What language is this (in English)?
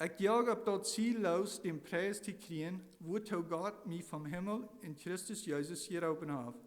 Plautdietsch